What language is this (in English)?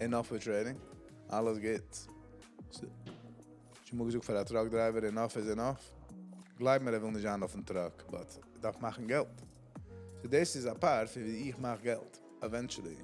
Yiddish